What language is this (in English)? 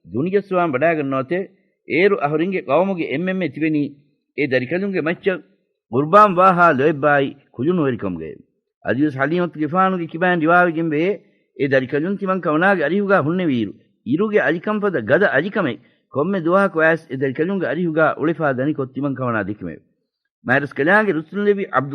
Divehi